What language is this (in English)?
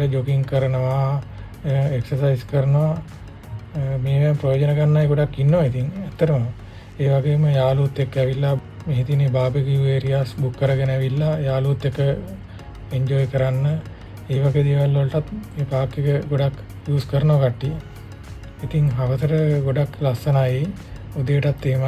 Sinhala